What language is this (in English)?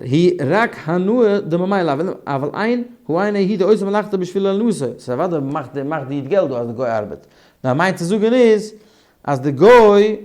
Yiddish